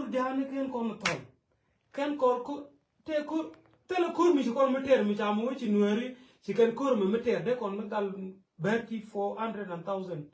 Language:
Nuer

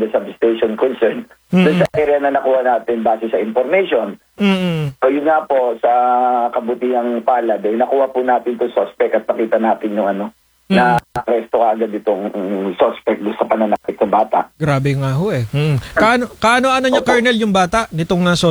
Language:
Filipino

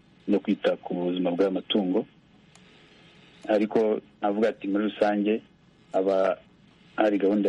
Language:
Kinyarwanda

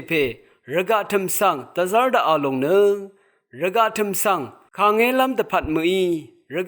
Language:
Rawang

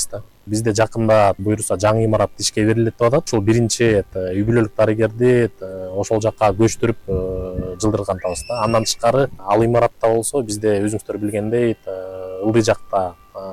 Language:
Kyrgyz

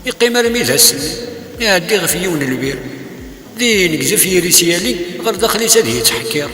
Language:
Kabyle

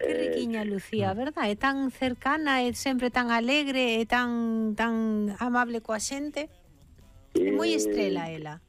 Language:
Galician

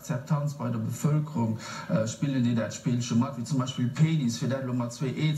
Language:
Luxembourgish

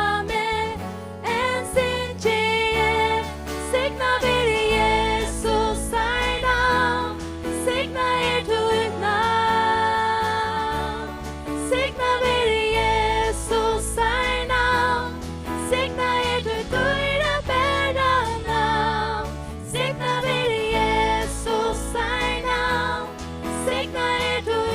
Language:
Faroese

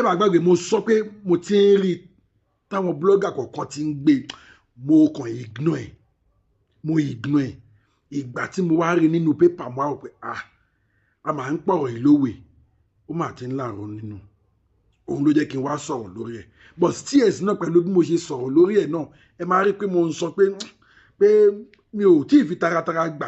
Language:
Yoruba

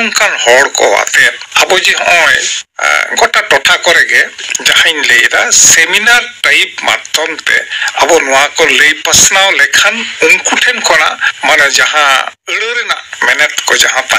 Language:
Santali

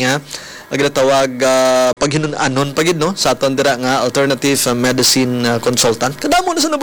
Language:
Hiligaynon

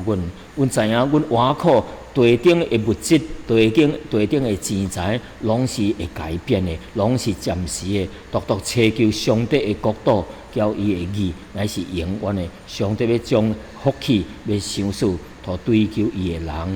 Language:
Min Nan Chinese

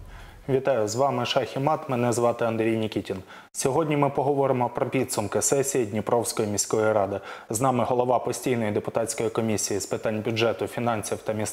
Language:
Ukrainian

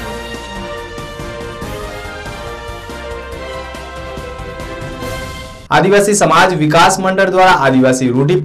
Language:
Gujarati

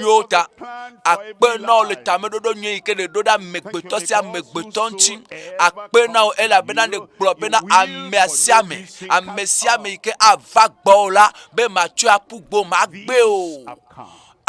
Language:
Ewe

